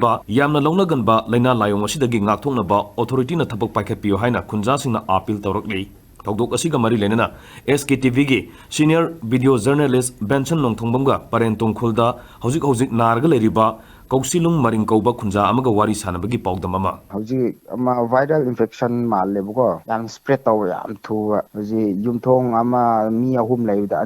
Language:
Manipuri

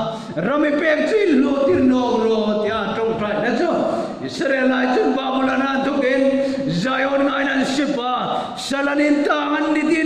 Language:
Hmar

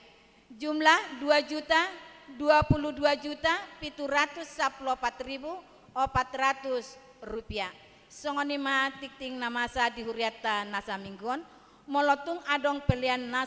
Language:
Batak Toba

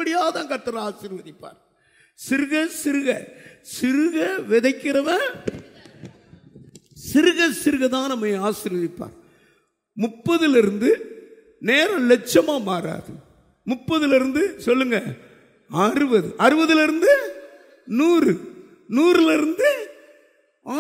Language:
Tamil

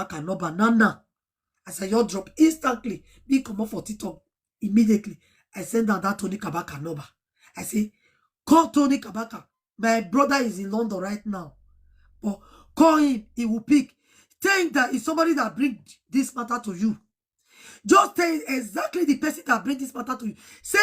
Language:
Nigerian Pidgin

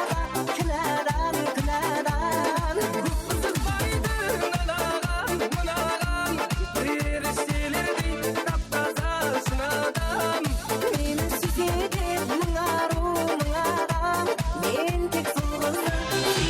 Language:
Kara-Kalpak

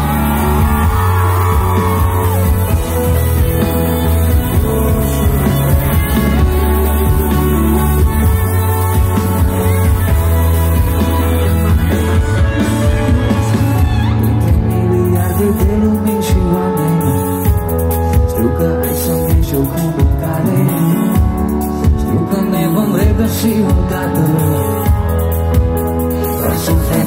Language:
Romanian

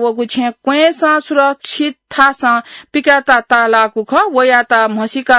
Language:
Newari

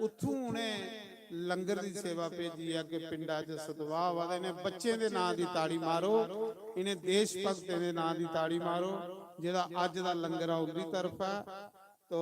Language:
Dogri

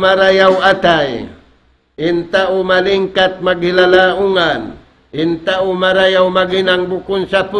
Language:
Tausug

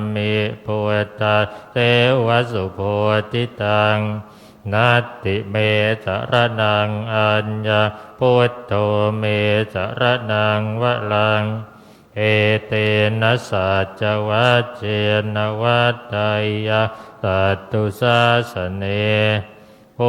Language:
Pali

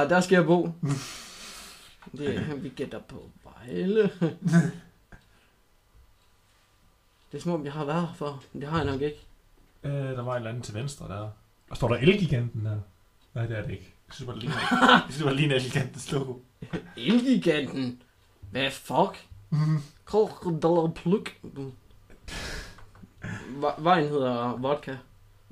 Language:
Danish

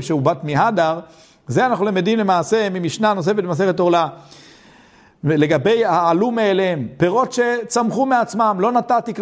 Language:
Hebrew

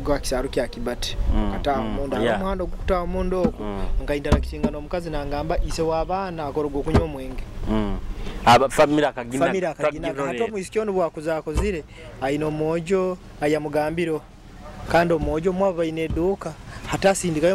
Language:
Nyoro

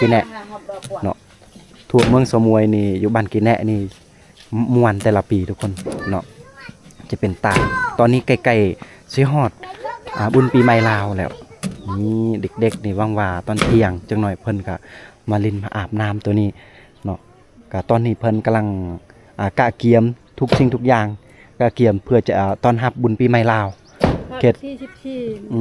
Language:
Lao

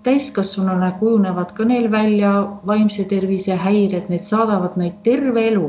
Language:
Estonian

